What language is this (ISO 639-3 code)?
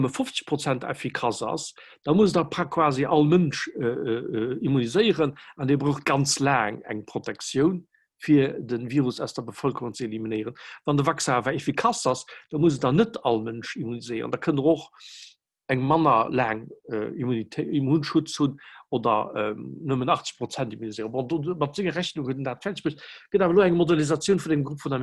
ltz